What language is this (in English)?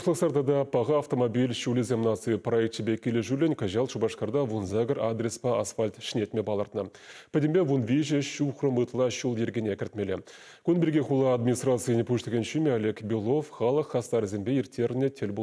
Chuvash